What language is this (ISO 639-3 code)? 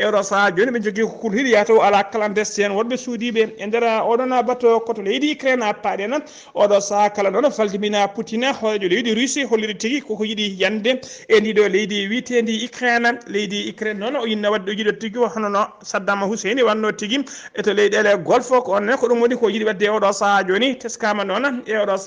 ful